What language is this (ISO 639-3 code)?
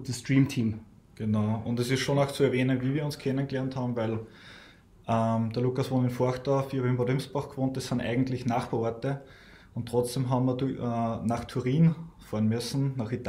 deu